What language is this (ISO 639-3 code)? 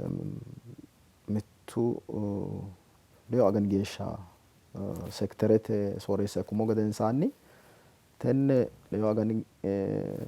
sid